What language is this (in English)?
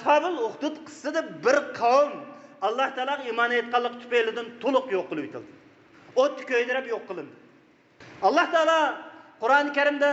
Uyghur